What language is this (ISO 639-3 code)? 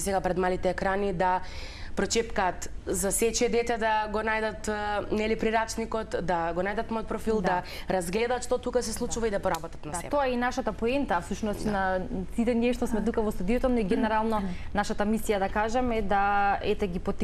mkd